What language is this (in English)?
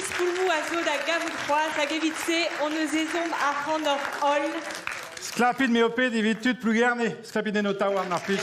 Breton